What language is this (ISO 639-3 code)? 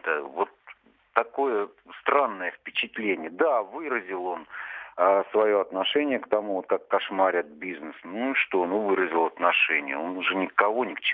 rus